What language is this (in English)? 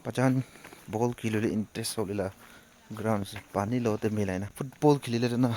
Naga Pidgin